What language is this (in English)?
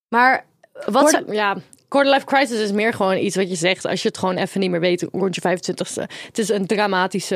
Dutch